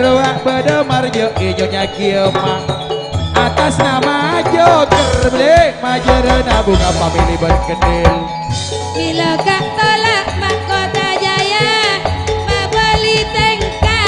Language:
Madurese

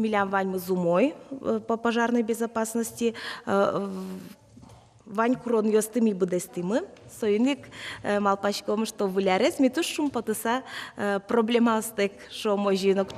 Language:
Udmurt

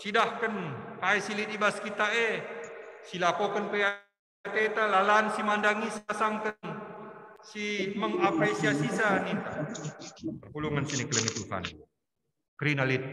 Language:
Batak Karo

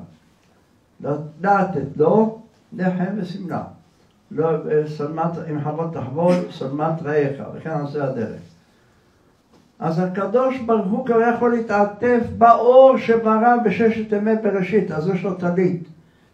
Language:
Hebrew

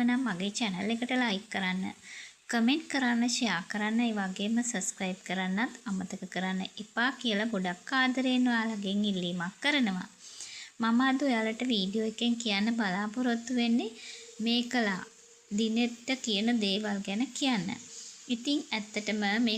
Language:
Sinhala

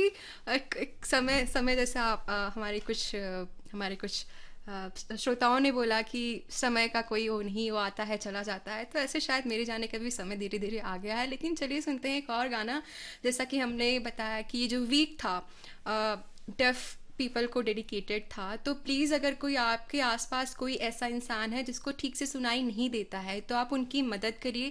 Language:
Hindi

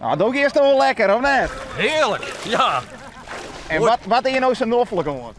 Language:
Western Frisian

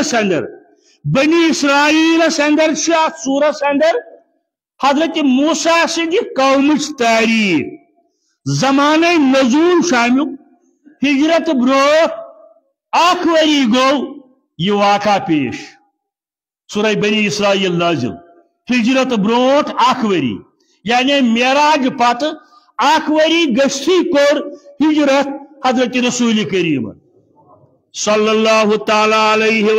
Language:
Kashmiri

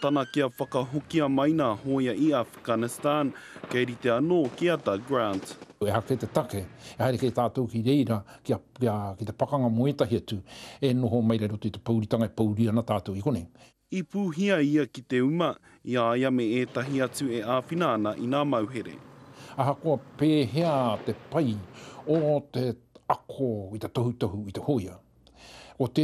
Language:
Māori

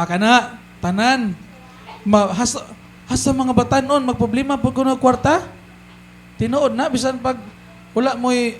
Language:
Cebuano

